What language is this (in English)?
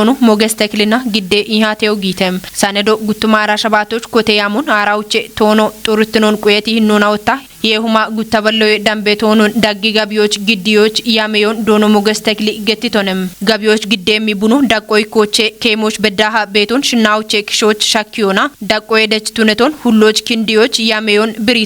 Kafa